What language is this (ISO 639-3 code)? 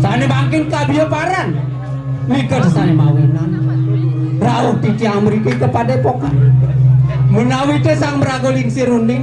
ban